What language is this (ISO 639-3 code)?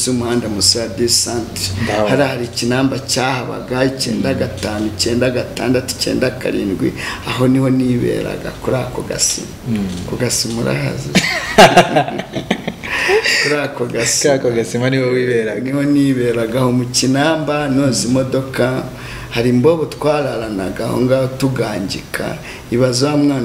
kin